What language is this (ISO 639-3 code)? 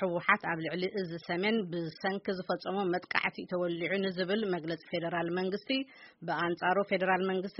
tir